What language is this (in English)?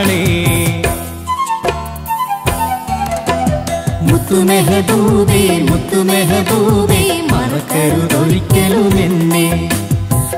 Malayalam